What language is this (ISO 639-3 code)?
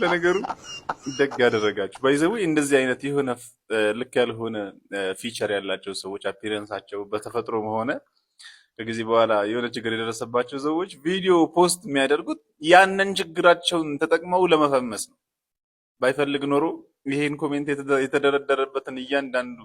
amh